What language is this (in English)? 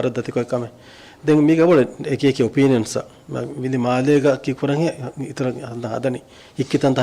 Divehi